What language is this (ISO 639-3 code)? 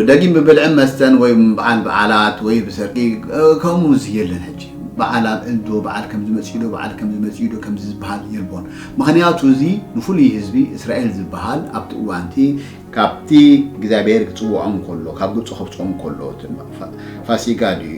tir